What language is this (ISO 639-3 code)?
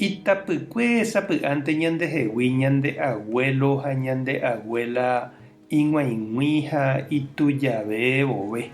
grn